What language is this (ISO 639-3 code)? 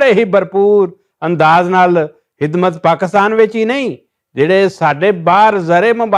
lah